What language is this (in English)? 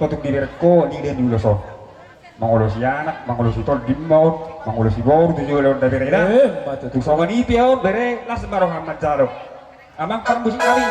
Batak Toba